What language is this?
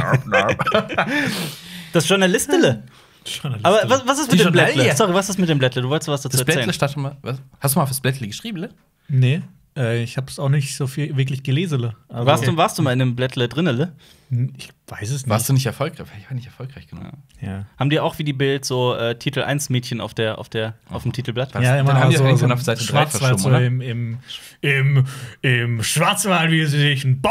German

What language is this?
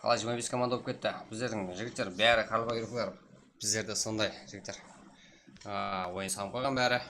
Kara-Kalpak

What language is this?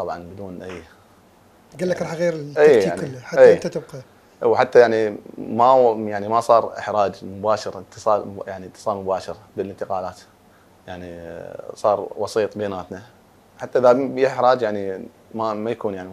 Mesopotamian Arabic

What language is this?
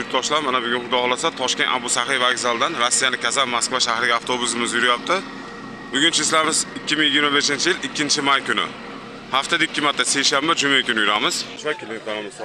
Uzbek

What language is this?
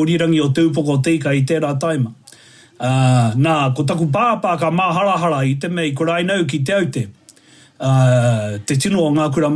Māori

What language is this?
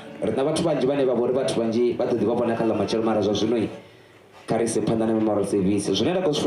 Venda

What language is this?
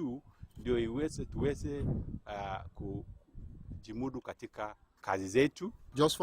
Luo (Kenya and Tanzania)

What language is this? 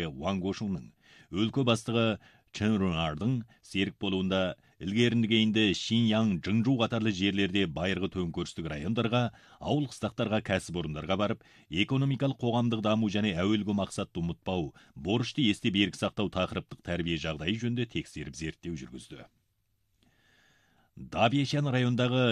Kazakh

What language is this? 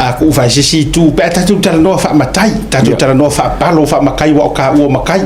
Samoan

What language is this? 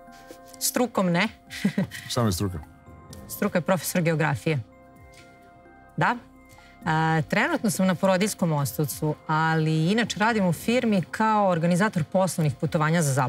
Serbian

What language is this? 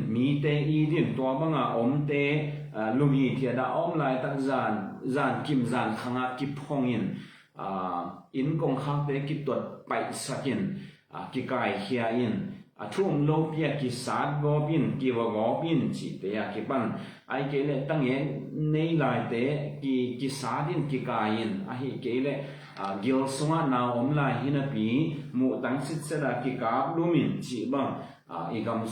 Tedim Chin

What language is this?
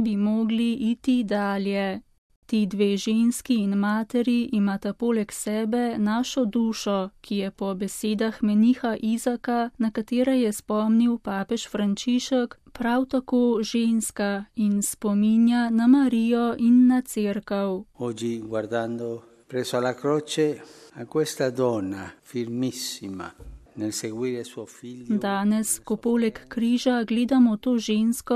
Slovenian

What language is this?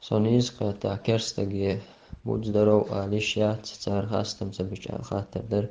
Chechen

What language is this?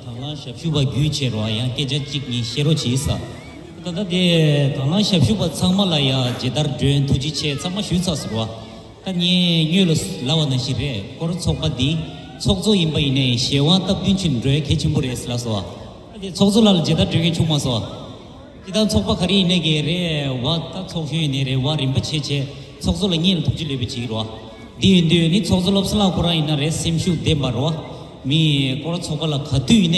Tibetan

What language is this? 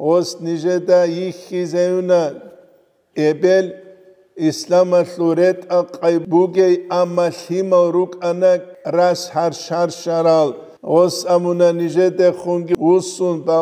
Avaric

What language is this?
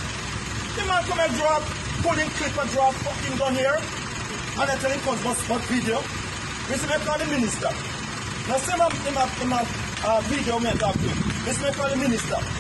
Jamaican Creole English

